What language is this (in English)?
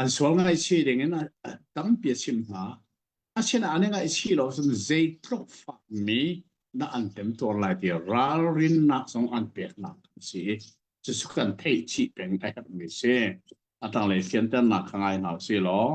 Hakha Chin